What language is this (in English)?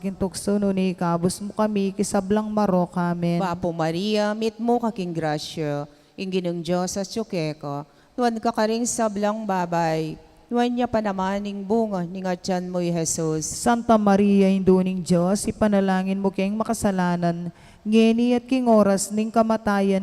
Pampanga